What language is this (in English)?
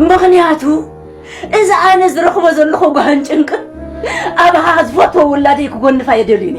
Tigrinya